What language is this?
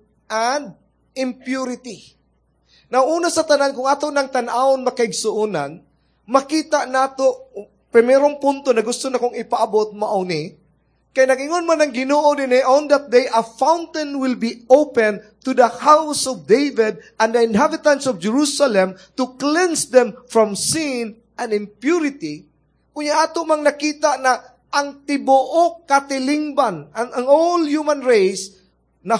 Cebuano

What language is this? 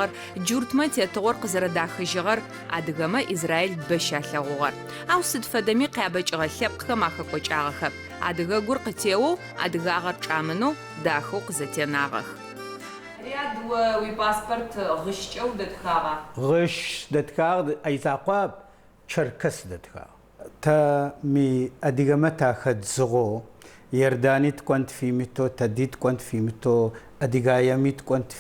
Adyghe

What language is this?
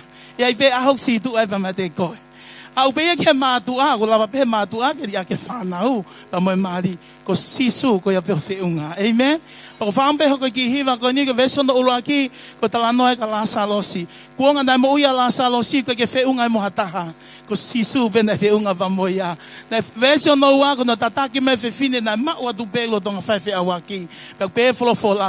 Tongan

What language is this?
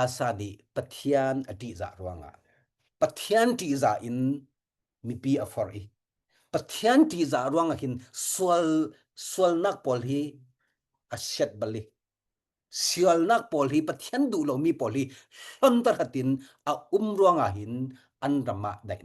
Falam Chin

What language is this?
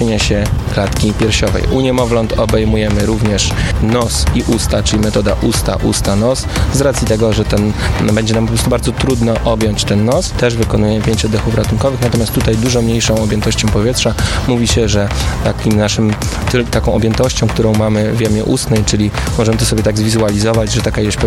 Polish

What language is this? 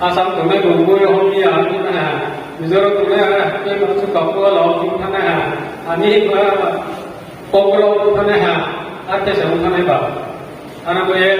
Riang (India)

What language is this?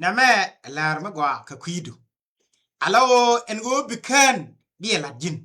Nuer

